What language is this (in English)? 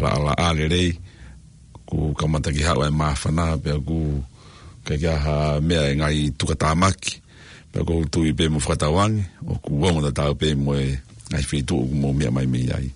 Tongan